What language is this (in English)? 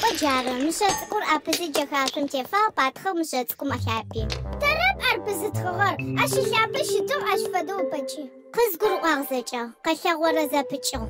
Adyghe